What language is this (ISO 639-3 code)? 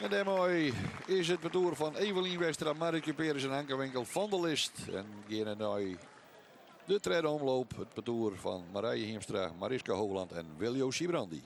fry